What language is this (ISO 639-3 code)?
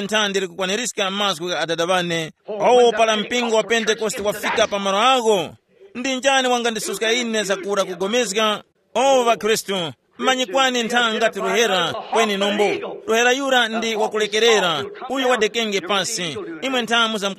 tum